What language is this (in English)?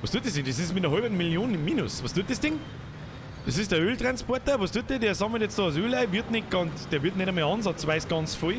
Bavarian